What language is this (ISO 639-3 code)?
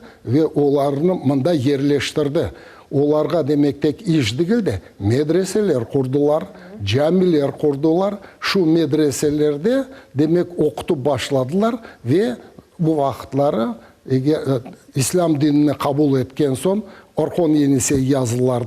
crh